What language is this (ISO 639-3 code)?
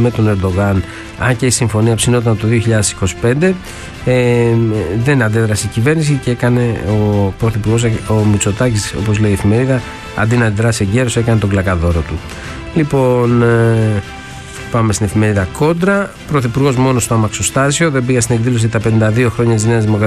ell